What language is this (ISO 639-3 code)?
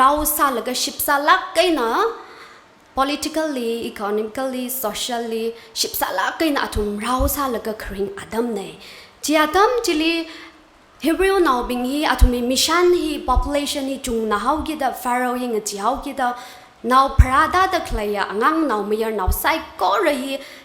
nmf